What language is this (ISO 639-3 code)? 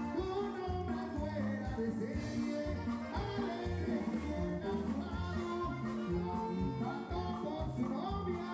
spa